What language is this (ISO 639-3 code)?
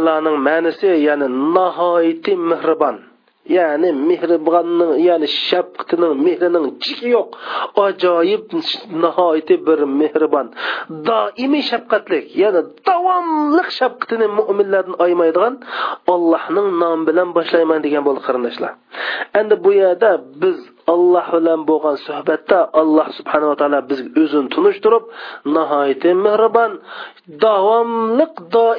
uig